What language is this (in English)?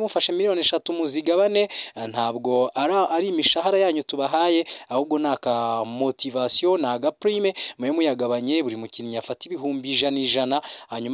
Kinyarwanda